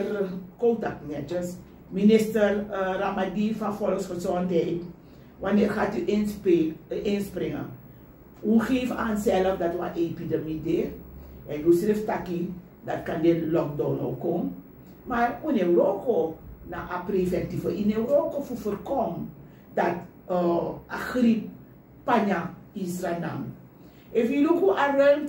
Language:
Sranan Tongo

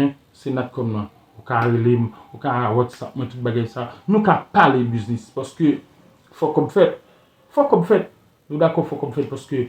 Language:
Haitian Creole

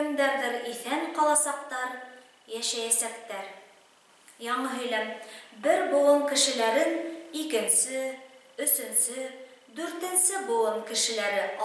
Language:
Bashkir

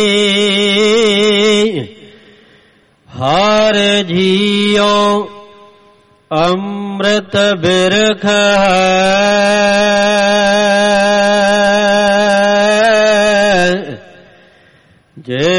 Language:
Punjabi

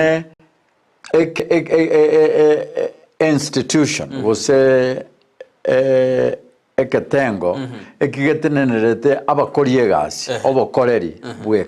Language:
Gusii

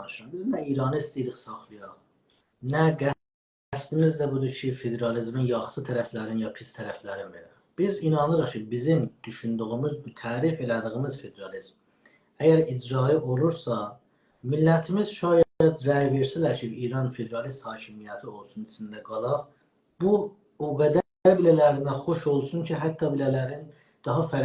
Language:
South Azerbaijani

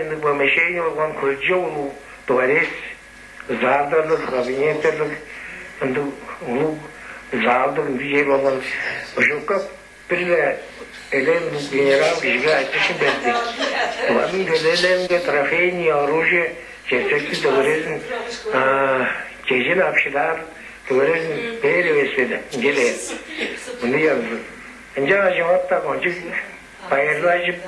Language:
Tuvinian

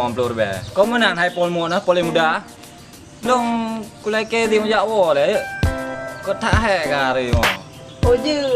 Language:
Achinese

